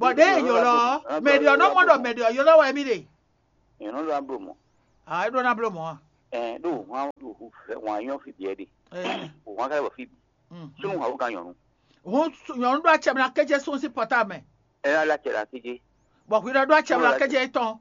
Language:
Fon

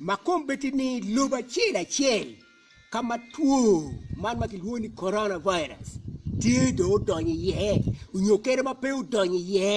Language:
Acoli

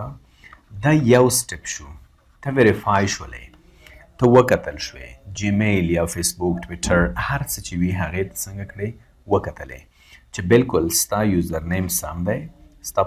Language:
Pashto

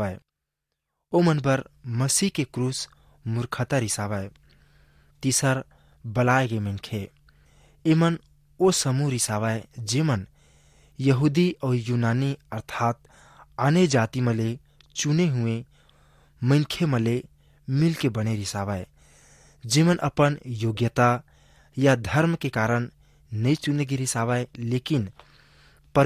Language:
Chhattisgarhi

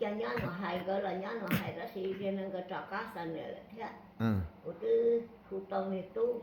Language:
Hmong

